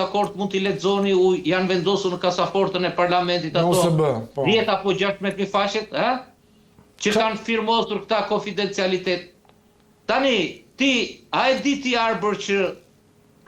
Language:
Albanian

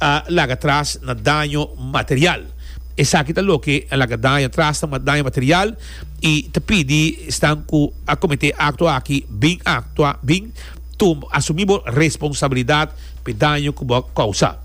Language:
Papiamento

